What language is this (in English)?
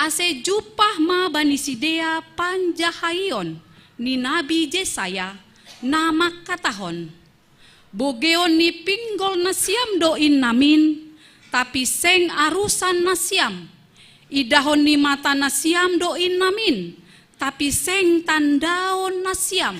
Batak Simalungun